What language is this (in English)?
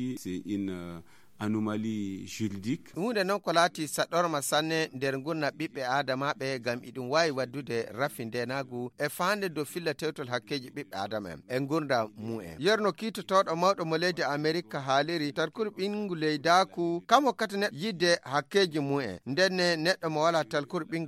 Fula